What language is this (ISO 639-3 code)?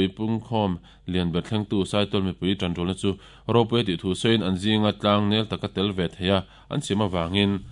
lus